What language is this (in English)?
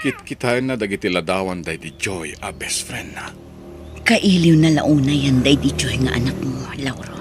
Iloko